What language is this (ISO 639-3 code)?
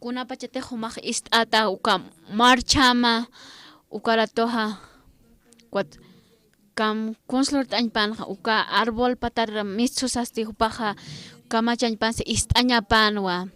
aym